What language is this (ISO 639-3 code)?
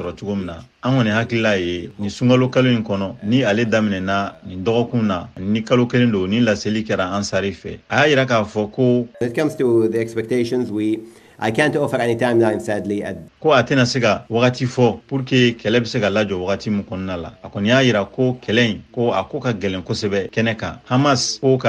bam